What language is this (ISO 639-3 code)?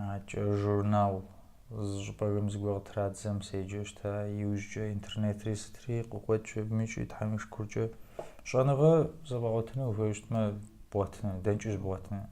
kbd